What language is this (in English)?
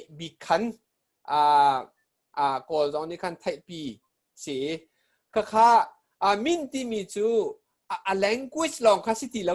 Hakha Chin